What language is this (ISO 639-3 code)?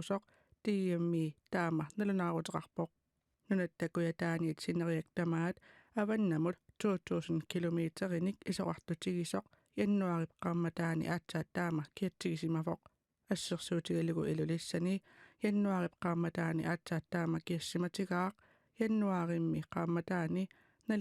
kal